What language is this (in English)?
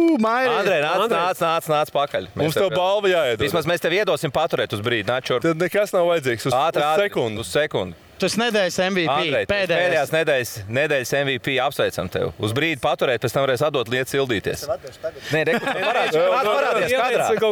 Latvian